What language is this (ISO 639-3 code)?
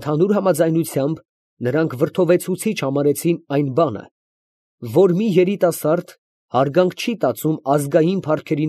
hye